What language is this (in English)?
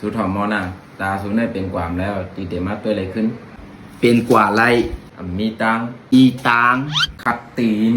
Shan